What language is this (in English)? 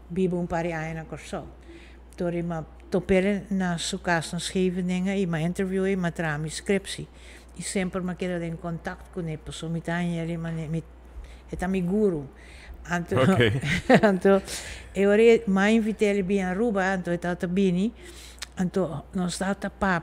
Papiamento